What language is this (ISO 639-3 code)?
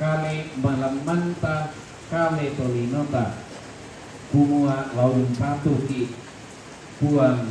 sda